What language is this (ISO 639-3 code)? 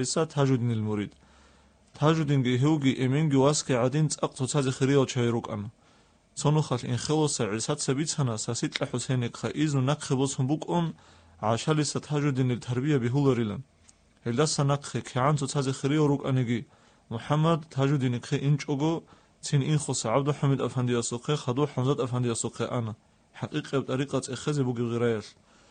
ava